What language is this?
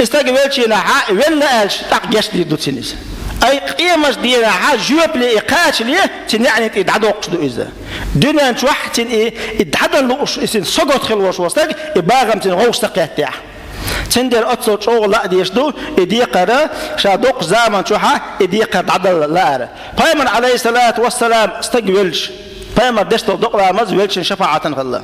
Chechen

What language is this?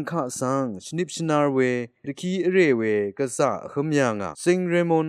Rawang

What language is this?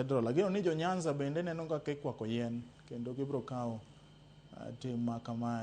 Luo (Kenya and Tanzania)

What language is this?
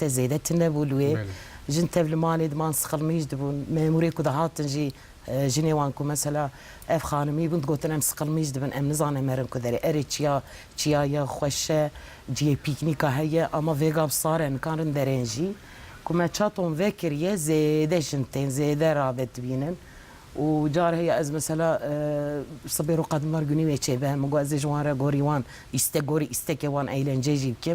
Kurdish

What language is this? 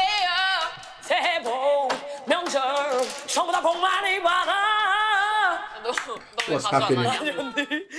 Korean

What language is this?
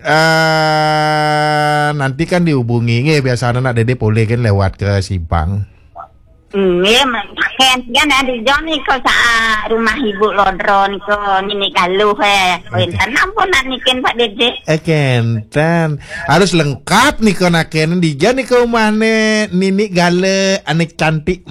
Balinese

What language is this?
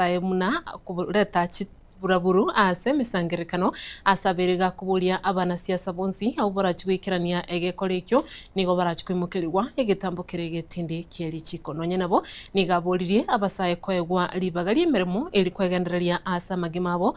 Gusii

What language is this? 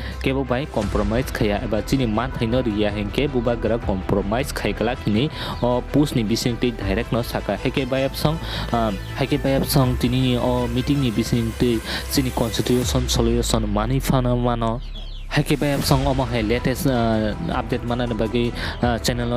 Kok Borok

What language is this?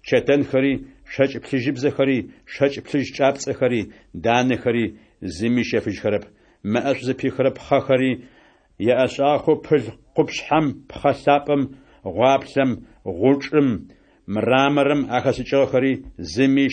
Adyghe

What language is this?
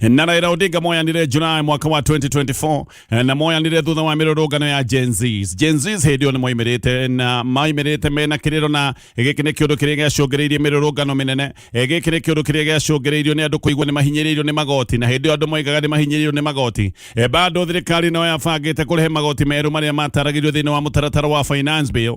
Kikuyu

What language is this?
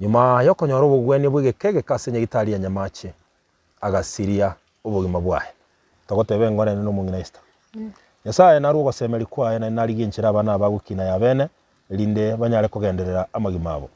Gusii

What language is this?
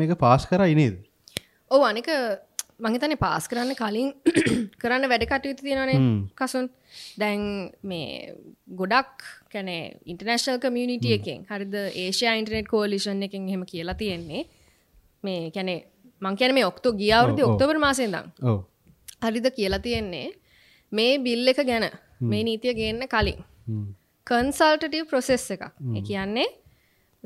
Sinhala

